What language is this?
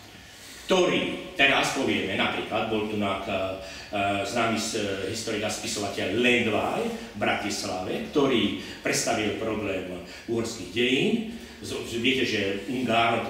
Slovak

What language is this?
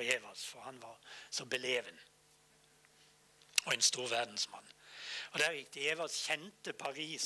Norwegian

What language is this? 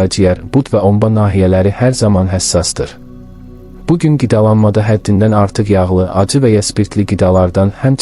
Azerbaijani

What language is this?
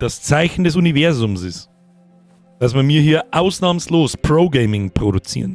Bavarian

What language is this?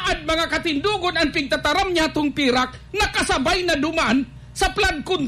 Bikol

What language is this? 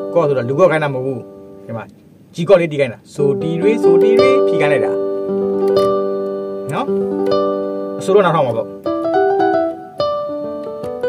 Burmese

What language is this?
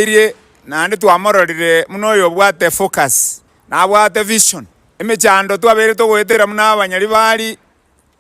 Gusii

